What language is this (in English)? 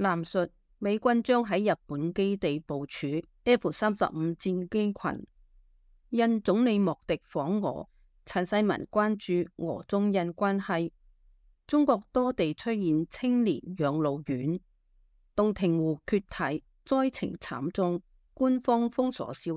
Cantonese